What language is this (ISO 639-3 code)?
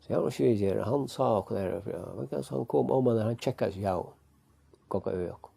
fao